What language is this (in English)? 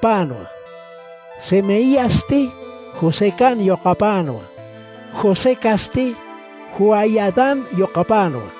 Aymara